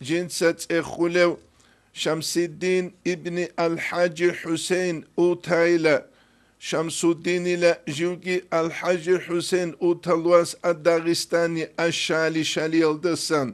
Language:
Avaric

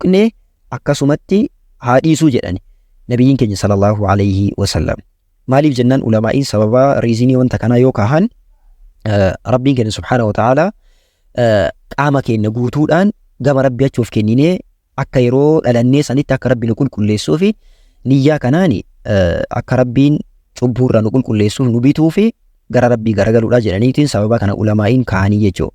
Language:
Oromo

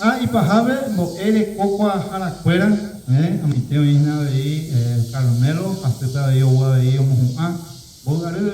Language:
Guarani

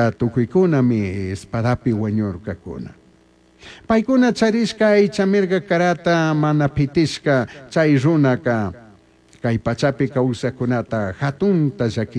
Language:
Chimborazo Highland Quichua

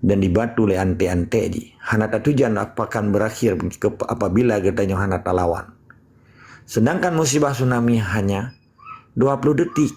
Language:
Achinese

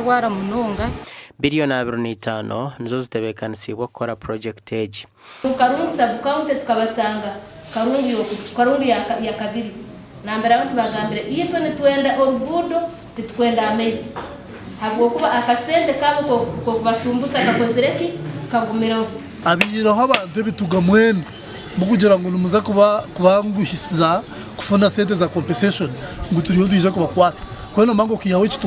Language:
Nyankole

